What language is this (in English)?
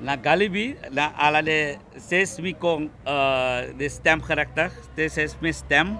Sranan Tongo